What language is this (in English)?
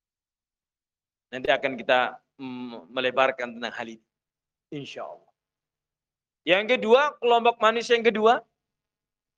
Indonesian